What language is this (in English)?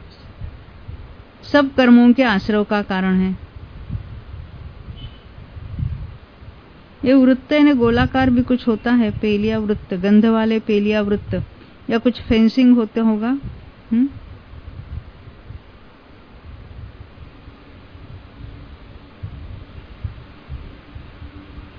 Hindi